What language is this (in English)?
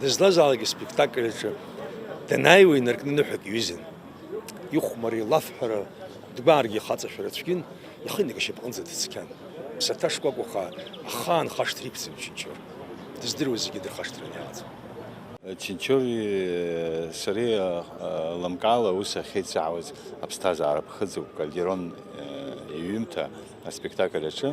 Abkhazian